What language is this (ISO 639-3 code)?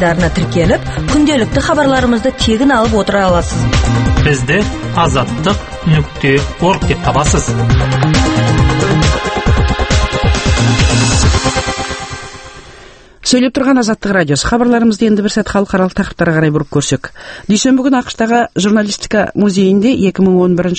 kaz